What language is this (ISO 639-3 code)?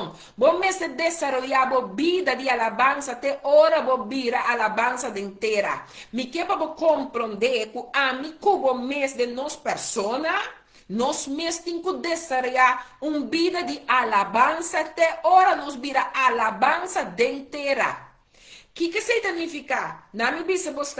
pap